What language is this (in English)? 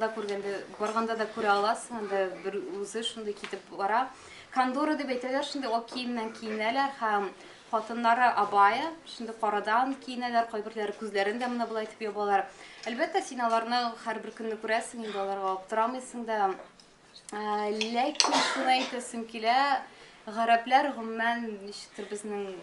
Tatar